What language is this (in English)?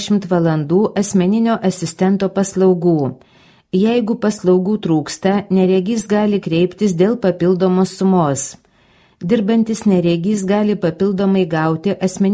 Lithuanian